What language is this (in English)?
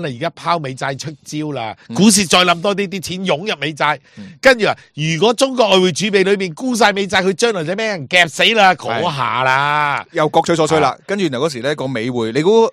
Cantonese